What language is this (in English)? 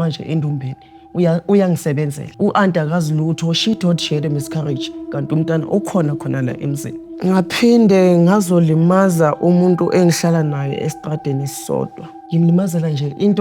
Zulu